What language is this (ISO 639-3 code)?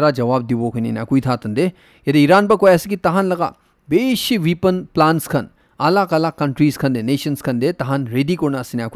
nag